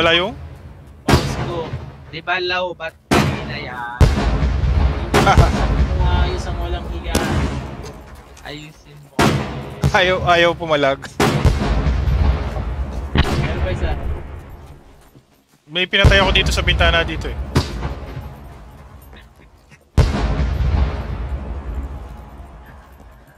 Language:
Filipino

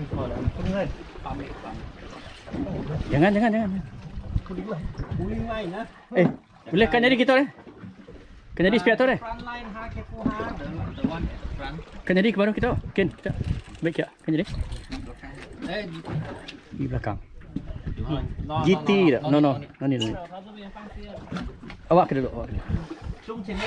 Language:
Malay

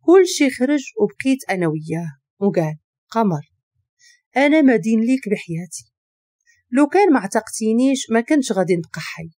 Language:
Moroccan Arabic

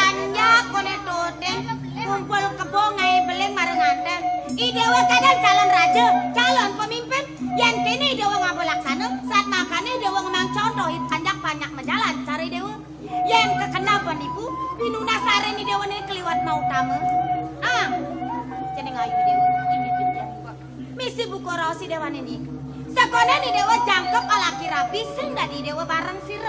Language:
Balinese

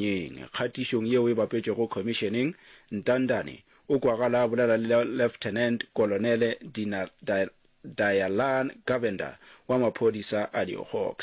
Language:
Northern Sotho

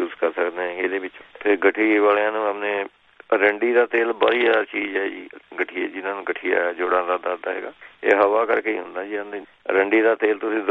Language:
Punjabi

